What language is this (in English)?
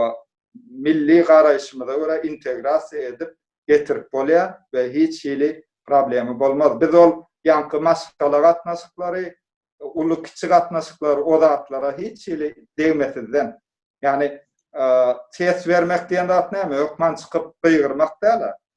Turkmen